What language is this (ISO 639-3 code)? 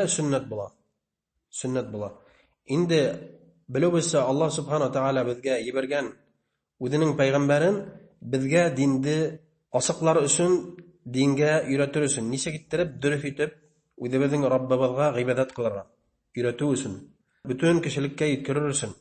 bak